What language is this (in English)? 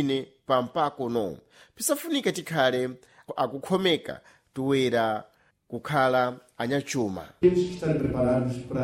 Sena